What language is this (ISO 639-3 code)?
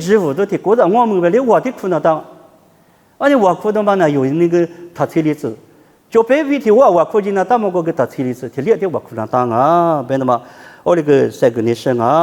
lis